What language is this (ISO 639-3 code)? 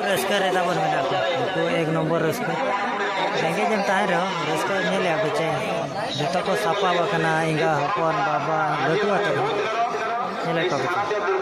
sat